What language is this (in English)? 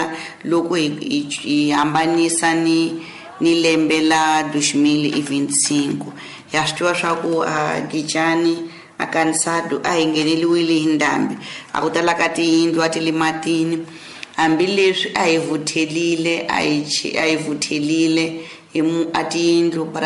Tsonga